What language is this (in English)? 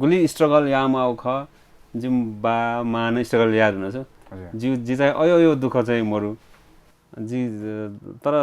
Newari